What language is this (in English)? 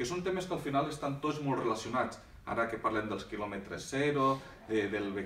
Catalan